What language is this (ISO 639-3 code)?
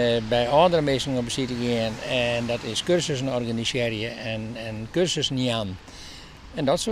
fry